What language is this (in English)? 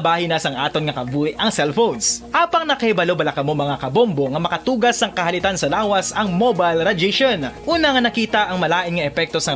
Hiligaynon